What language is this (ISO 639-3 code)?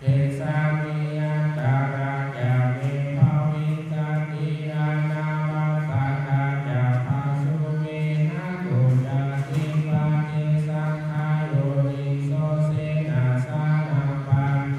pli